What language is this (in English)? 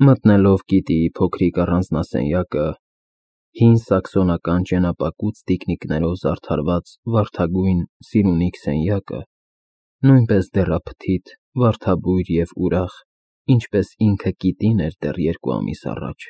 Armenian